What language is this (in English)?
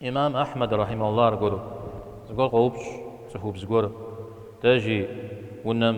Kabardian